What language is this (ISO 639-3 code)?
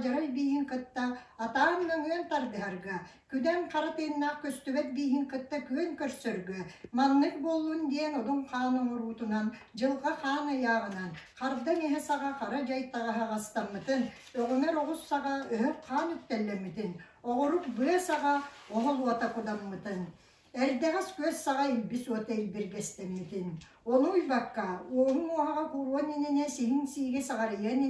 sah